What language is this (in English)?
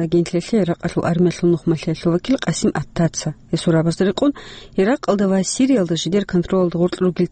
Avaric